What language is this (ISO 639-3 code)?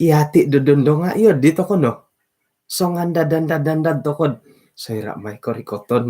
dtp